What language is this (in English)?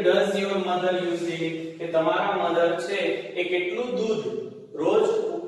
Gujarati